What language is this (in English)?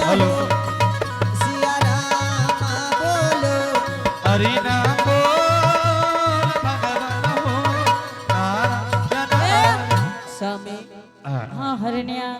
Angika